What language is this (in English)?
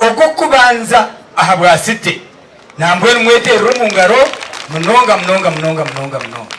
Nyankole